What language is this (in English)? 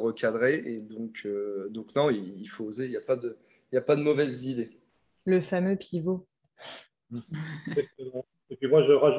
French